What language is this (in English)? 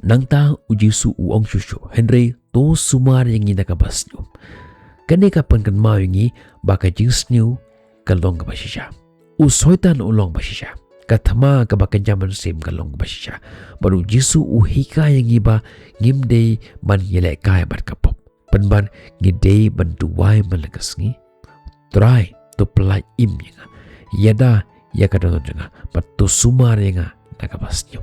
Khasi